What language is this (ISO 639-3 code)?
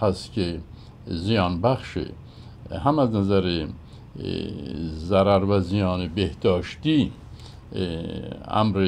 fas